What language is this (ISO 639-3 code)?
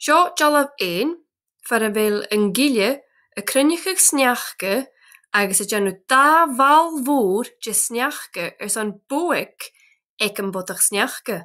gla